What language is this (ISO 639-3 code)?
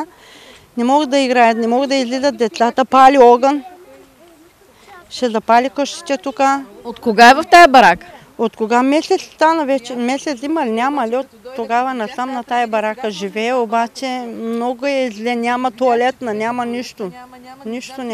bul